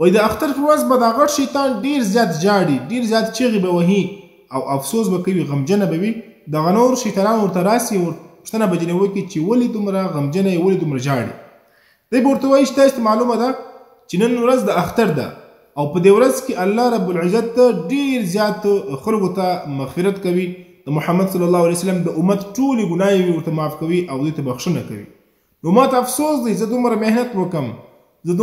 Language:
Pashto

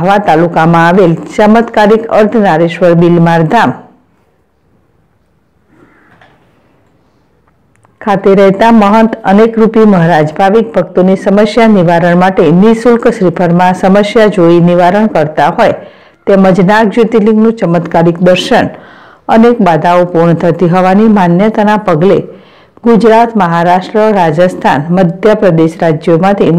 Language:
Gujarati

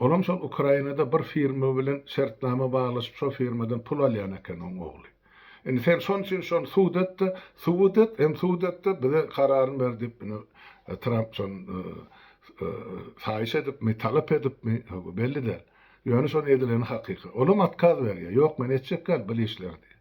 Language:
Turkmen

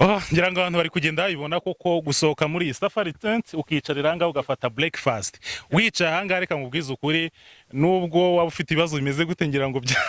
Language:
Kinyarwanda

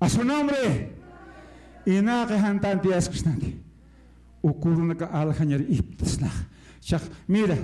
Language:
Aymara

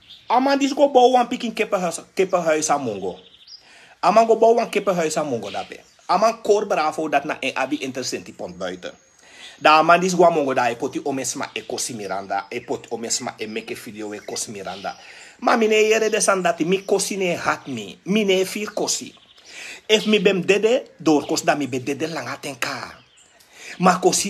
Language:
Sranan Tongo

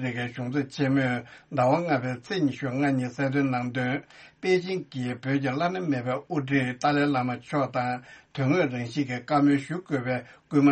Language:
Tibetan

